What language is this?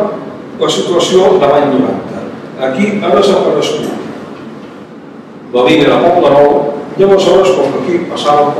Catalan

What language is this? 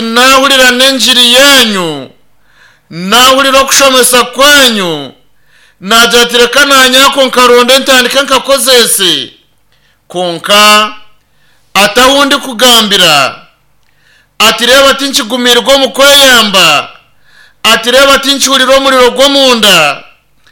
Nyankole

